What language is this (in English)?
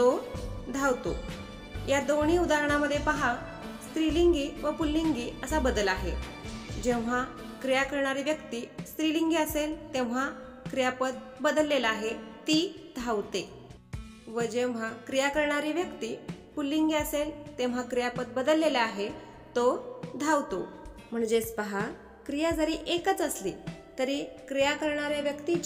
Marathi